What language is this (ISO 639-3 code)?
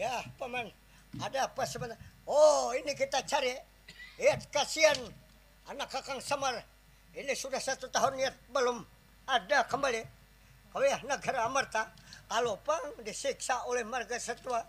bjn